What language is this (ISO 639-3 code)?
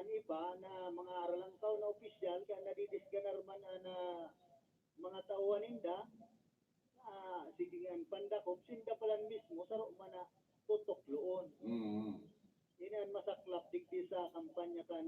bik